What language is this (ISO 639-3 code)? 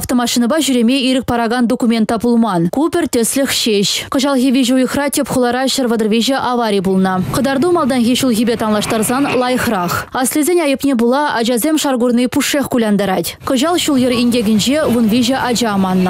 chv